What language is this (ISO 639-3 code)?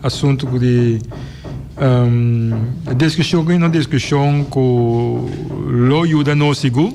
pap